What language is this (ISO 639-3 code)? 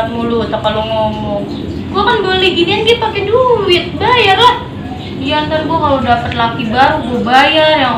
bew